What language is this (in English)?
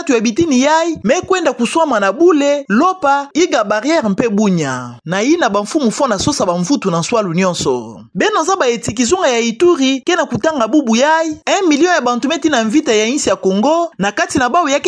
Kituba (Democratic Republic of Congo)